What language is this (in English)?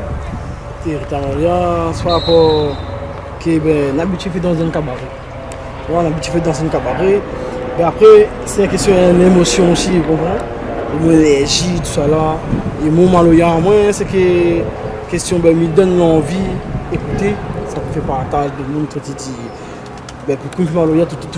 Réunion Creole French